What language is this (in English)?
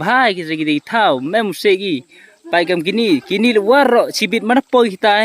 Khasi